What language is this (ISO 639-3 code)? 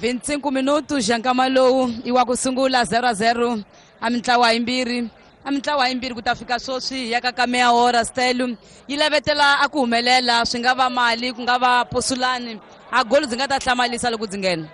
tso